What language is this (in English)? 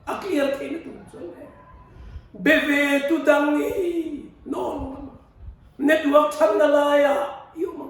Mizo